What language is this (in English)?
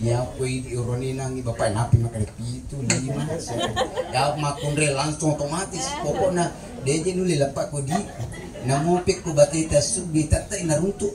Buginese